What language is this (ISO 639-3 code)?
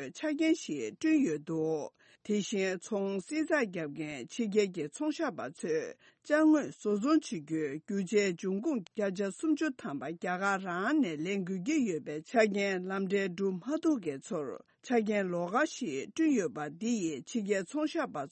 bod